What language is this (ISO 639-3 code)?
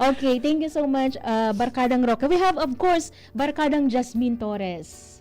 bik